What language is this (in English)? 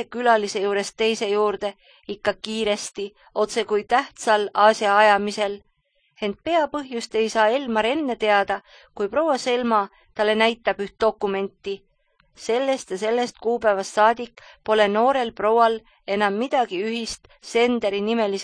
Estonian